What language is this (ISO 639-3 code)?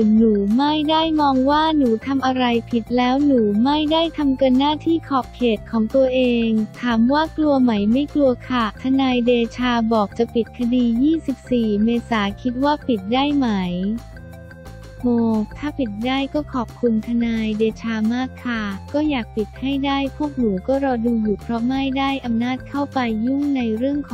tha